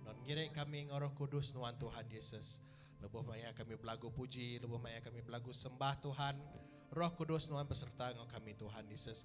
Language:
Iban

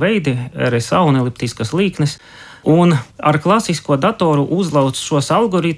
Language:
Latvian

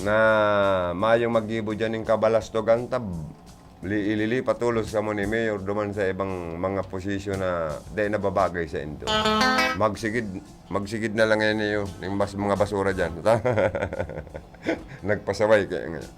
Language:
Bikol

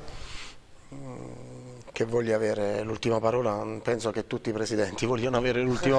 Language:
Italian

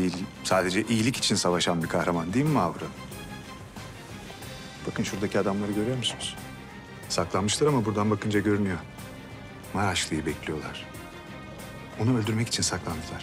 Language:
Turkish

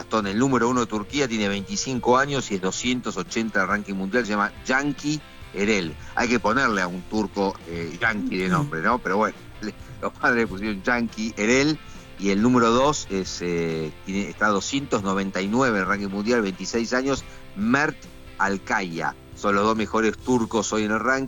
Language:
Spanish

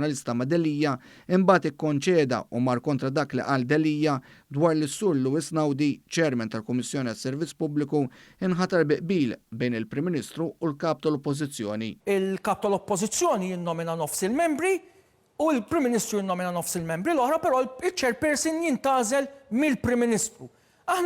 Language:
Maltese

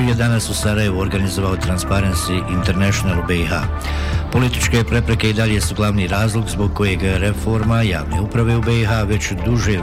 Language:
Bosnian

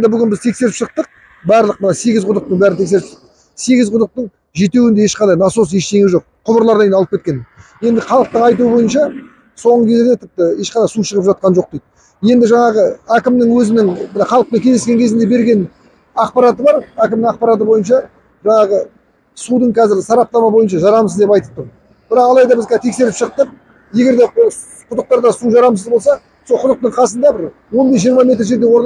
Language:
Kazakh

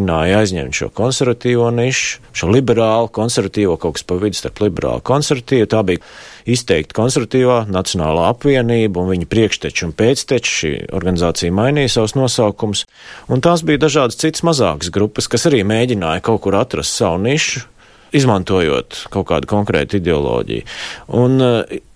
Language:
Latvian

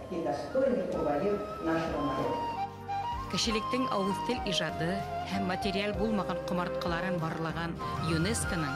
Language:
Bashkir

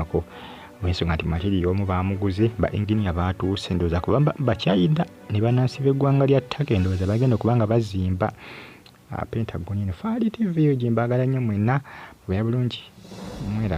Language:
Ganda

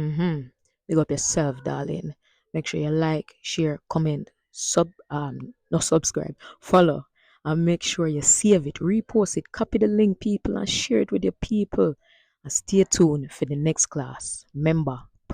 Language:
Jamaican Creole English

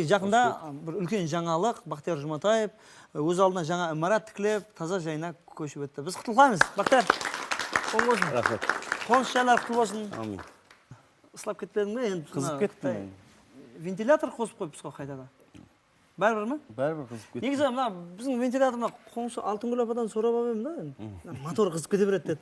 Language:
Kara-Kalpak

